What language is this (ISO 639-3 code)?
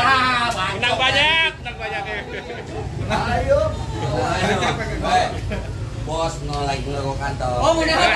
bew